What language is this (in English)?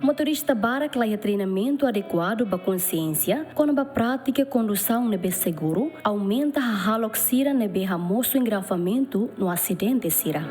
Tetum